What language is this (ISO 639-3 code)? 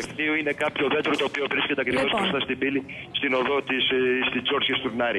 ell